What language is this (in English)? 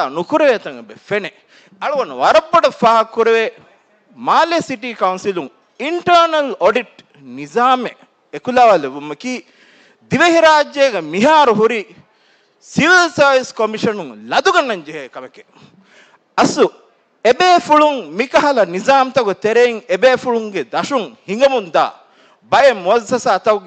Divehi